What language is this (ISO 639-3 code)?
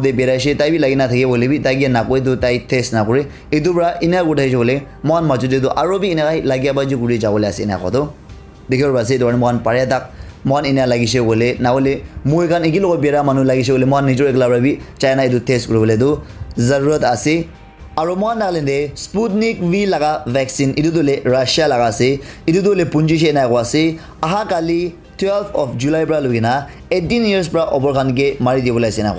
nag